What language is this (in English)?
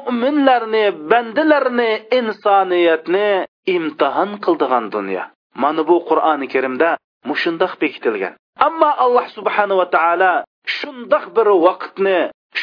Uyghur